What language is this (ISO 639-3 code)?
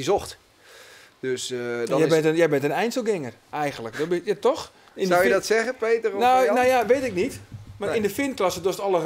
fry